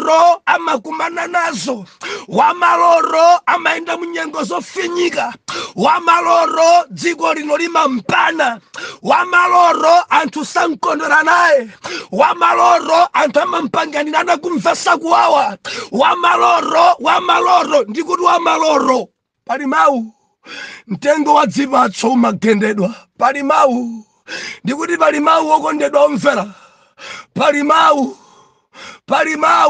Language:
Nyanja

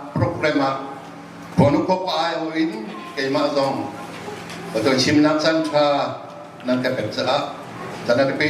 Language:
Hakha Chin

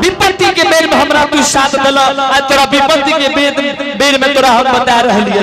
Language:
Angika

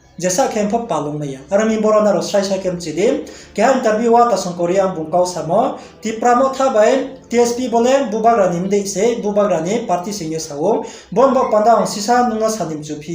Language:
Riang (India)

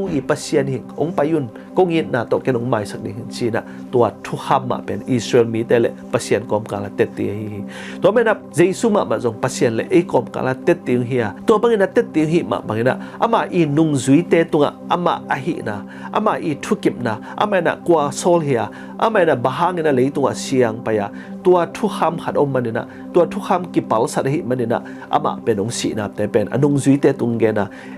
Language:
Tedim Chin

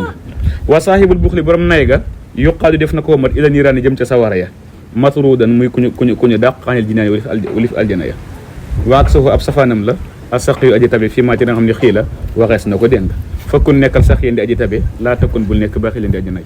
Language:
Wolof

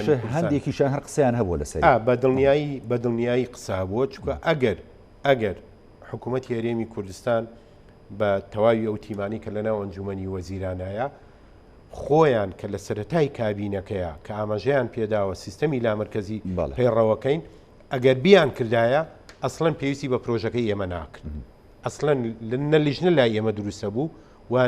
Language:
Central Kurdish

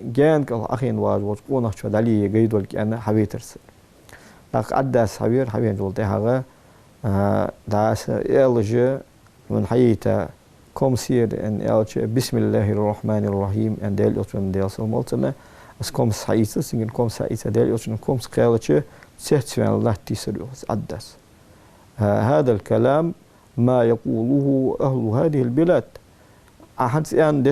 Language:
Ingush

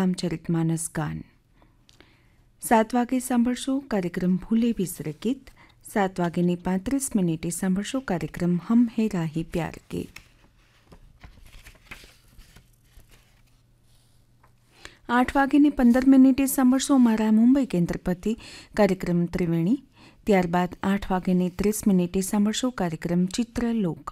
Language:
Gujarati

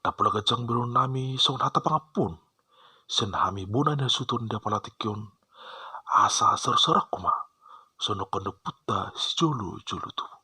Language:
Batak Toba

